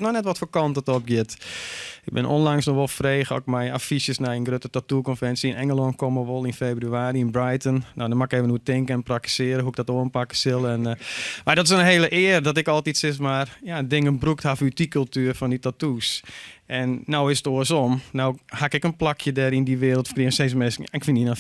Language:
Western Frisian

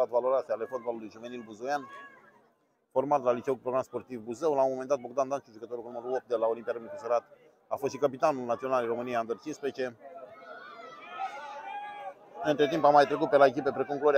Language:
Romanian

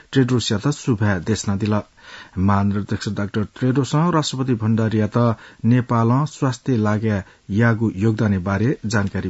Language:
Newari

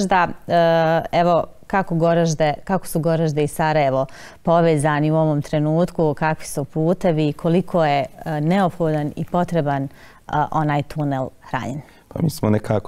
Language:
Bosnian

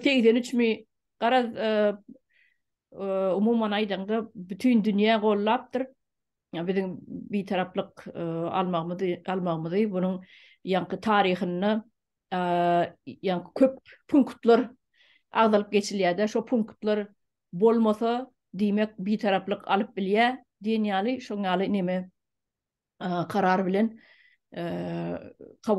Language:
Turkmen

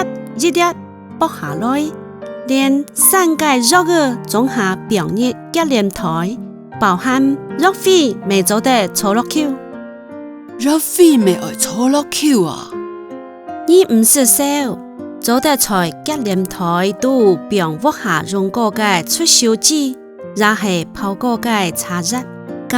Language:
Hakka Chinese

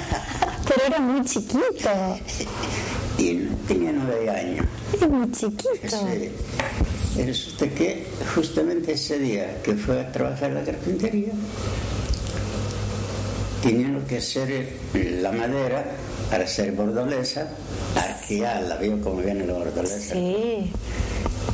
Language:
Spanish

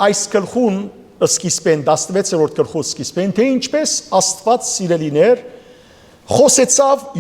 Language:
Western Armenian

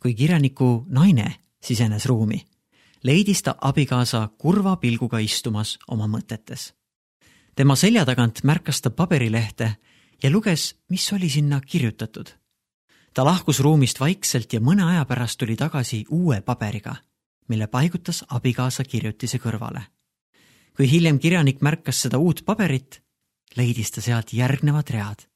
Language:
Estonian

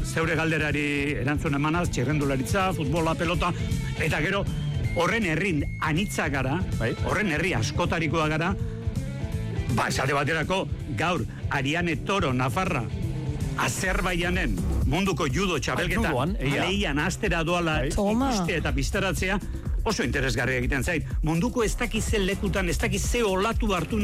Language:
Basque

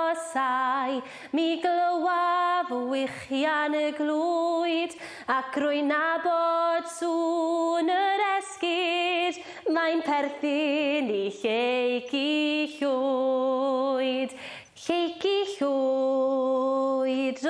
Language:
Welsh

